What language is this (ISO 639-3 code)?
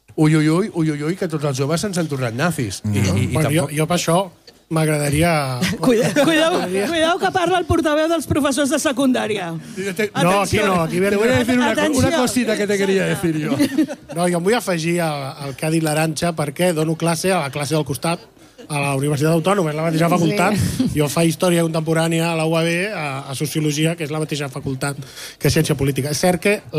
cat